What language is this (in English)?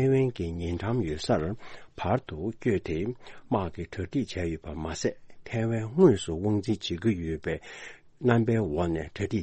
Tibetan